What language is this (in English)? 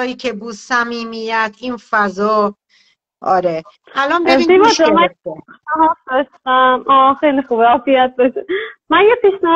Persian